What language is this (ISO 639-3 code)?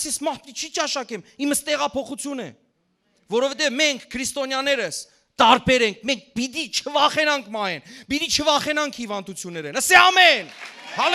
hyw